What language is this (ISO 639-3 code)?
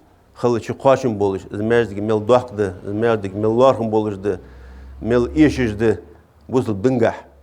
inh